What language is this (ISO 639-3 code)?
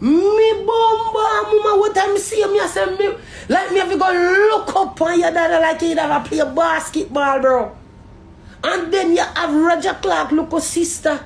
jam